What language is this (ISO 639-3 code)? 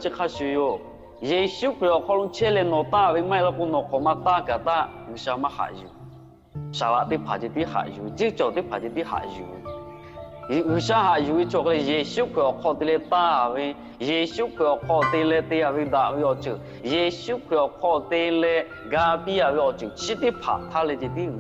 lhu